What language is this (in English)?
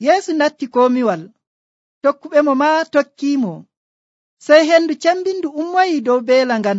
Nigerian Fulfulde